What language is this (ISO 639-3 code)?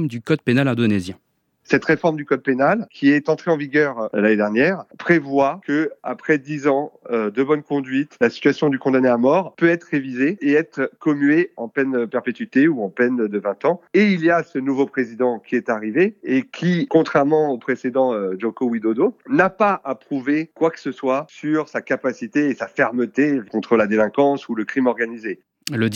fra